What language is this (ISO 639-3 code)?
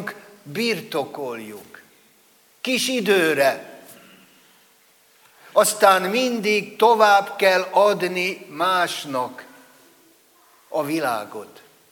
hun